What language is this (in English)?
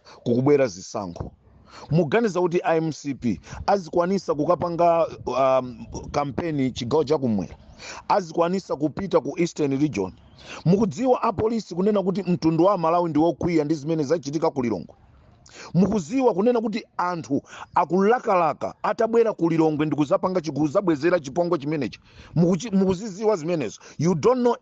Nyanja